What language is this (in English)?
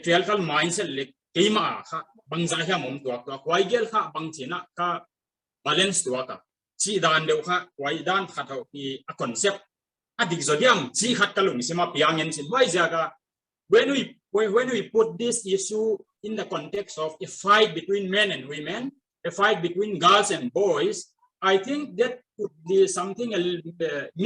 Paite Chin